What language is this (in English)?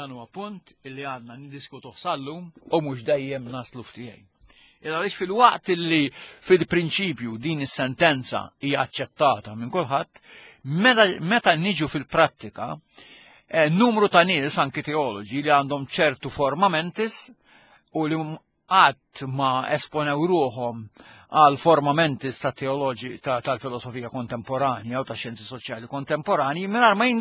Maltese